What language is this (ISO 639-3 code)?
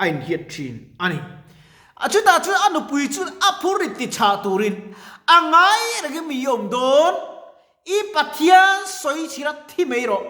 lus